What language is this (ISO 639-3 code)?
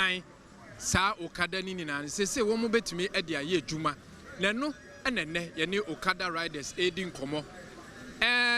aka